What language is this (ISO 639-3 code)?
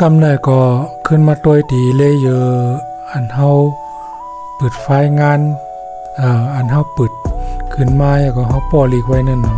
shn